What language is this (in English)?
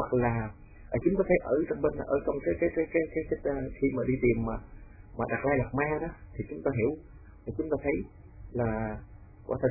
Vietnamese